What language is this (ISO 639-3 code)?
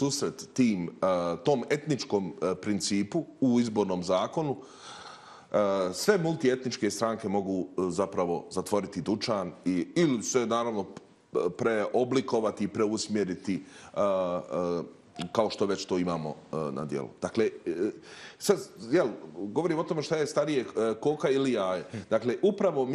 bos